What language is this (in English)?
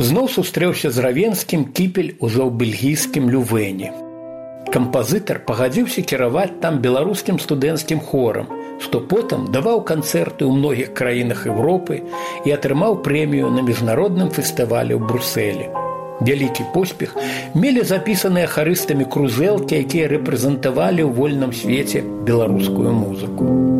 Belarusian